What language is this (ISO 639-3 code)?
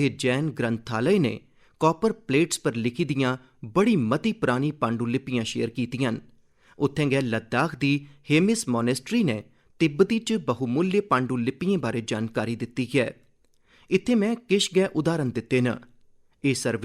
doi